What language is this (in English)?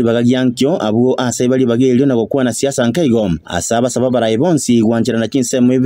Gusii